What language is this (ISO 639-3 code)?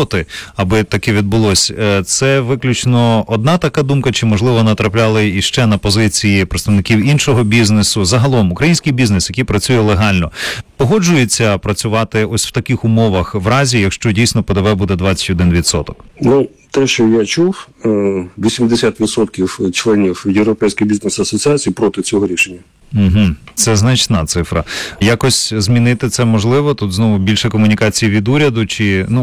ukr